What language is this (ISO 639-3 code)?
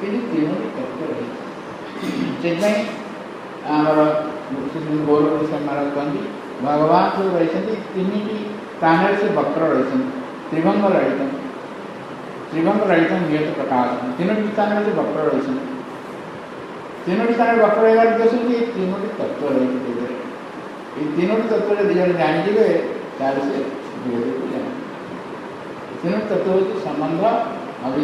ori